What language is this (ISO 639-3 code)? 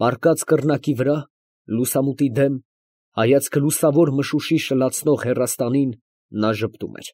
hye